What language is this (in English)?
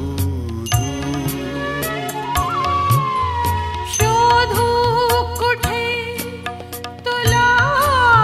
Marathi